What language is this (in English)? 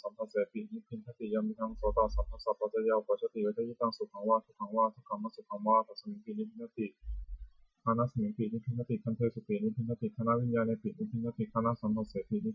Pali